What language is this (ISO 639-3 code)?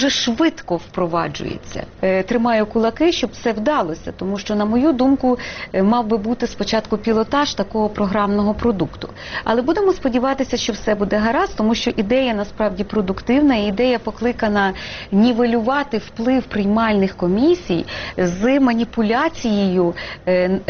ukr